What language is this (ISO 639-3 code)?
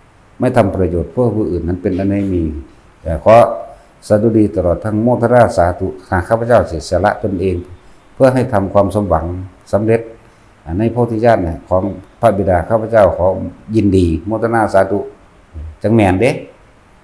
tts